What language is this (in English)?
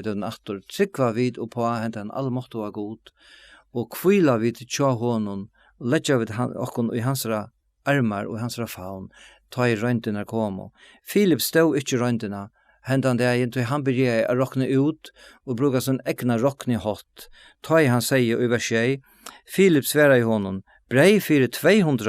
Faroese